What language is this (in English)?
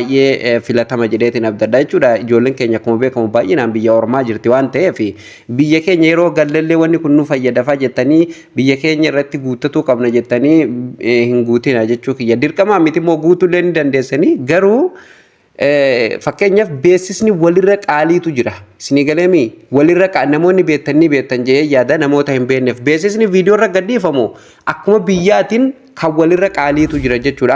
Oromo